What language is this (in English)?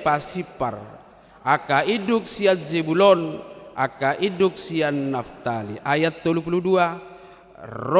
Batak Toba